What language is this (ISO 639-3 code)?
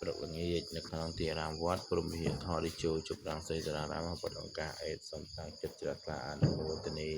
khm